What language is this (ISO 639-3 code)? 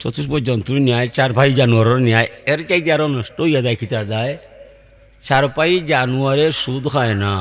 syl